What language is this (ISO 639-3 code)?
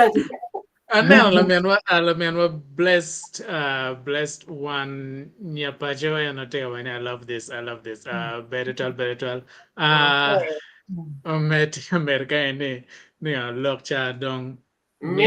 ach